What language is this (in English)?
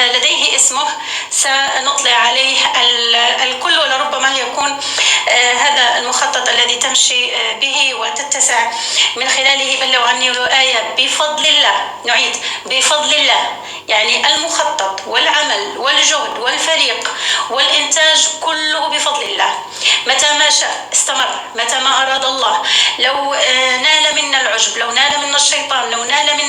North Levantine Arabic